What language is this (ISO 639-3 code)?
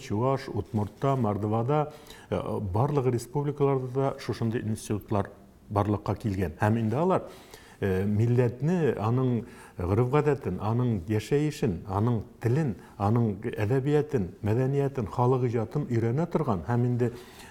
tat